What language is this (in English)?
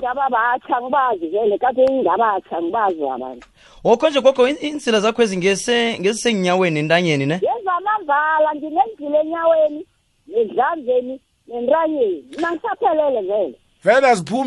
South Ndebele